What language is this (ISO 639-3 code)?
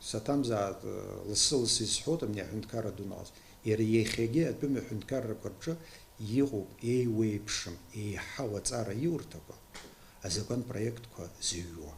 abk